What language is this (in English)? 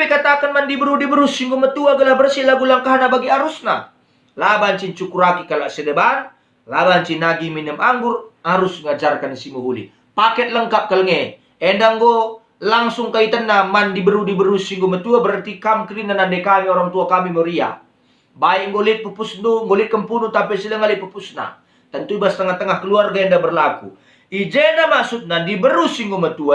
Batak Karo